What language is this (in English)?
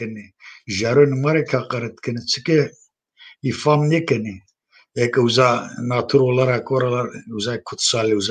Zaza